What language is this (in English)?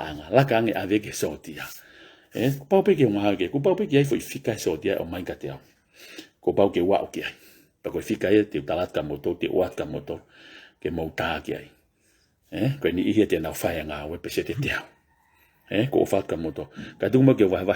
Tongan